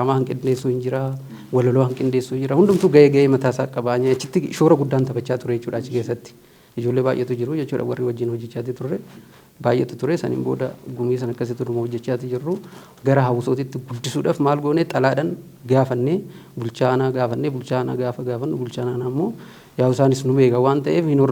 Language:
Oromo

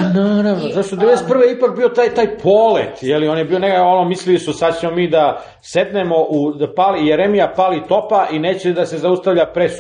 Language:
Serbian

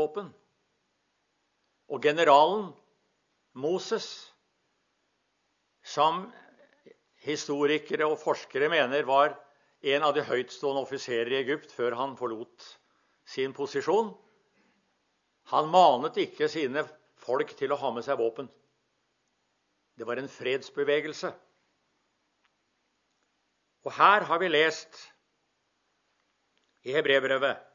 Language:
Norwegian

